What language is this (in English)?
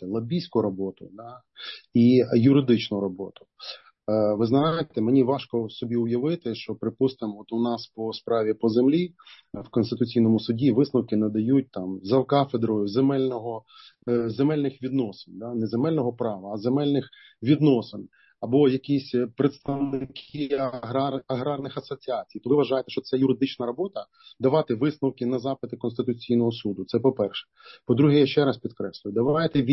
Ukrainian